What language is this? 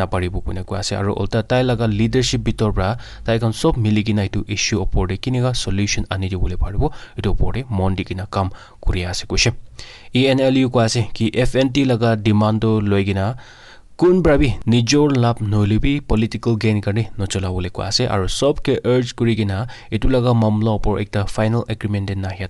Naga Pidgin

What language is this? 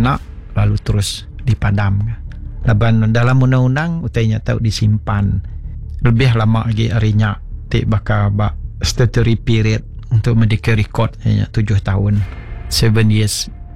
Iban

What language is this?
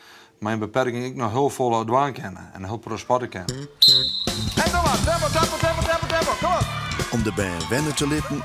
Western Frisian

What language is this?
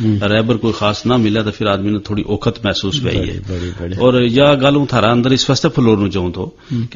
Gujari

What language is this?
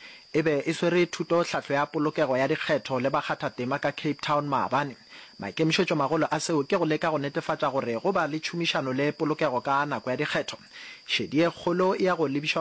Northern Sotho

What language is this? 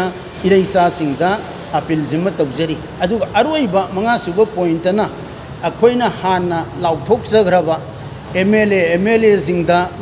Manipuri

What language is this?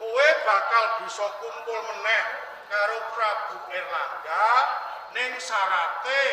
Javanese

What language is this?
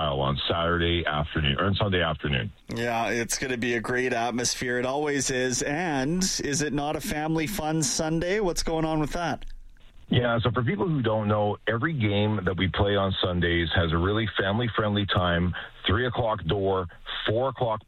English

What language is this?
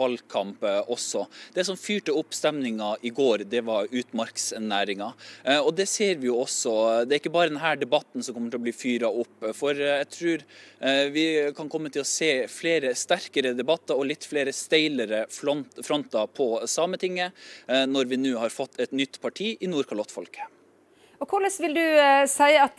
Norwegian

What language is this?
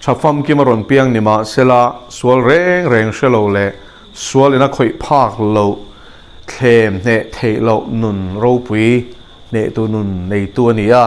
Mizo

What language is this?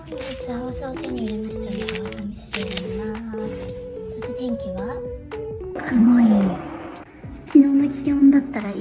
Japanese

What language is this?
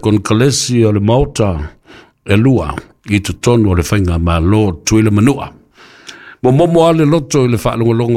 Samoan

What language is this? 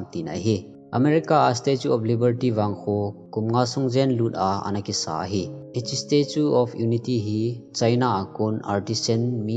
Thado Chin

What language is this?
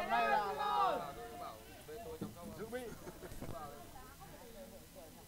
Vietnamese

